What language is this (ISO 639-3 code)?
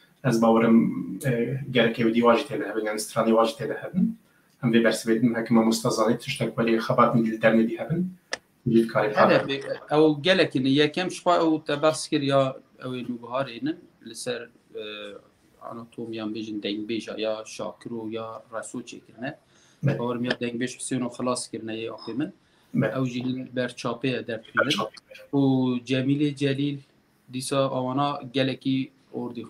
kur